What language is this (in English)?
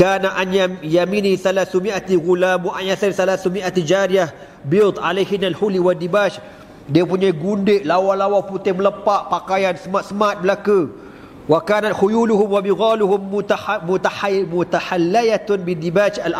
Malay